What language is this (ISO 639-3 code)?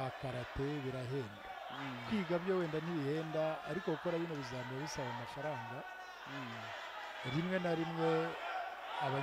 kin